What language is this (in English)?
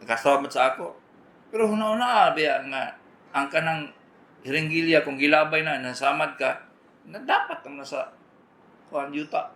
Cebuano